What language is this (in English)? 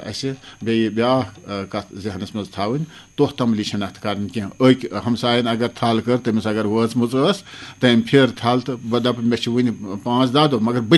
Kashmiri